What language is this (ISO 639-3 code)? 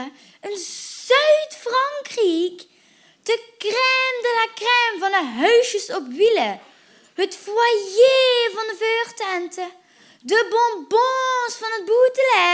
lim